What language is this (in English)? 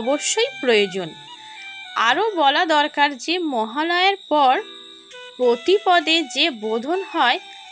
Bangla